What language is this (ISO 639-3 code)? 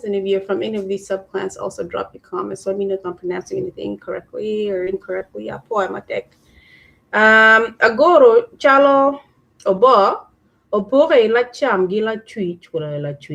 ach